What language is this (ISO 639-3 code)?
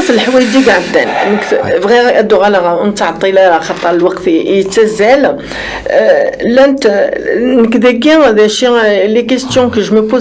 kab